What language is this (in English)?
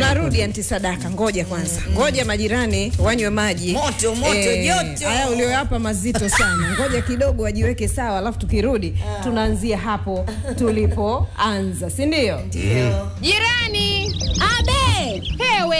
Swahili